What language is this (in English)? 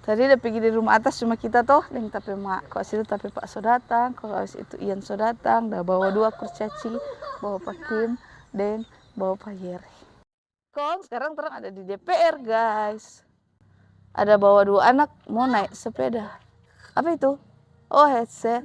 Manado Malay